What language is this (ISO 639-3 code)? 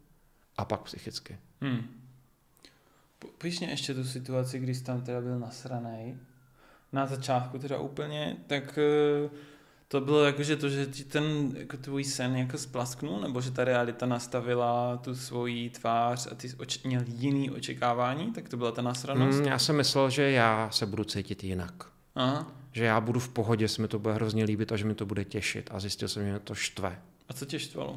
ces